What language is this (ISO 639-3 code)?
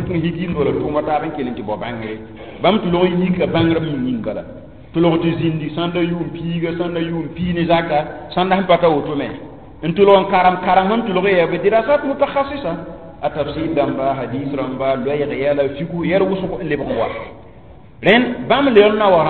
mos